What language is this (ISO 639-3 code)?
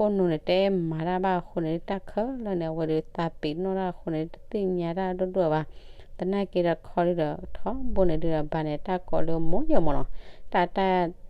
ksw